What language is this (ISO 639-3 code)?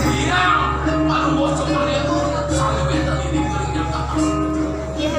ban